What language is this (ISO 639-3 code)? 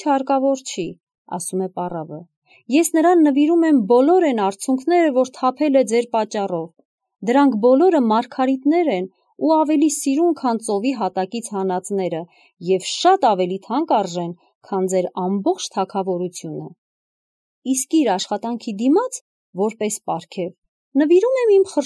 hye